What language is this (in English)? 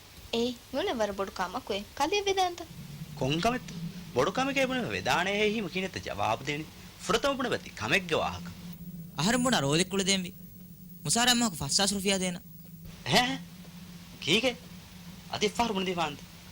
Divehi